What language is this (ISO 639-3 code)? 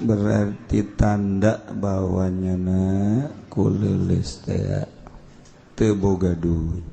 sun